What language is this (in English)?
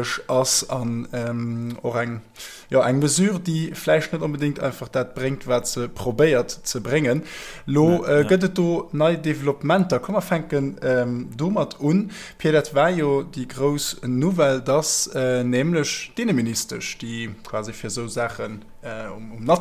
Luxembourgish